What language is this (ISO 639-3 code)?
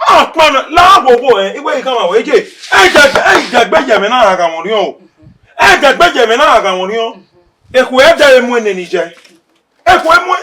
bin